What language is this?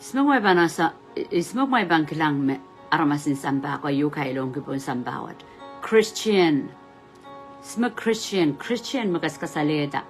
Pohnpeian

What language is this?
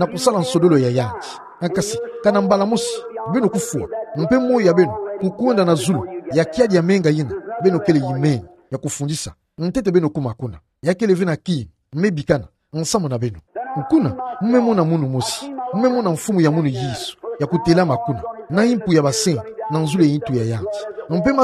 Kituba (Democratic Republic of Congo)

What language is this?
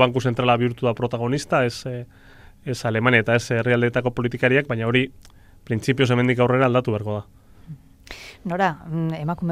Basque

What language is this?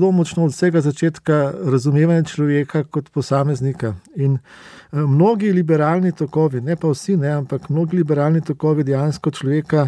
Slovenian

